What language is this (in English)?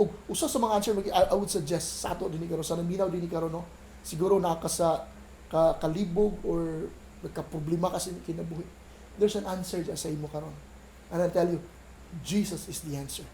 Cebuano